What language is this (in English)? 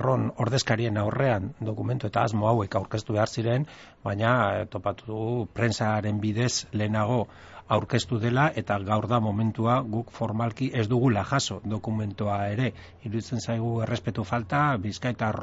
Basque